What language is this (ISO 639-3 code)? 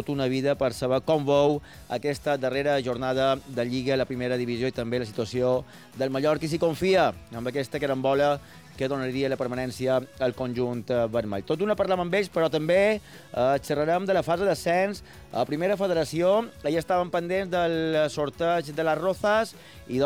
cat